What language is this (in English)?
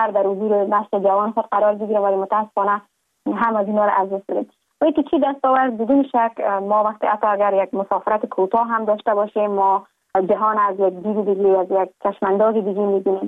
Persian